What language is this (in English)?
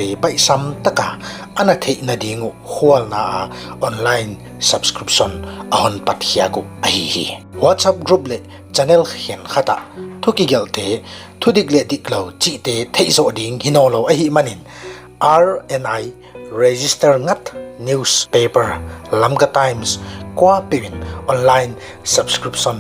Paite Chin